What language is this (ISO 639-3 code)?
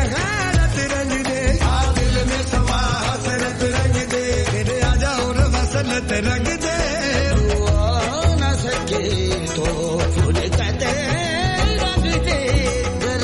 pan